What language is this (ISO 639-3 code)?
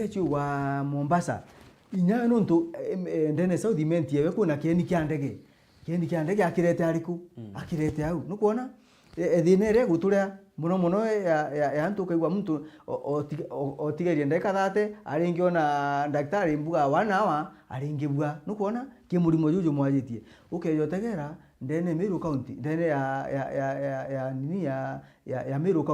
mer